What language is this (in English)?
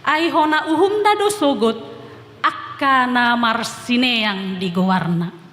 Batak Toba